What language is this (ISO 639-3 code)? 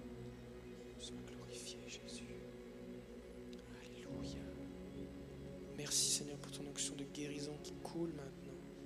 fra